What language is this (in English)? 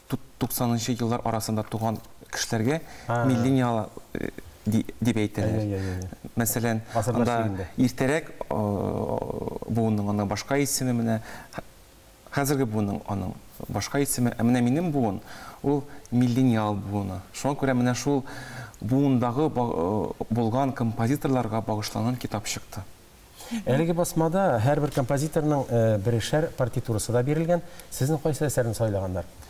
Tatar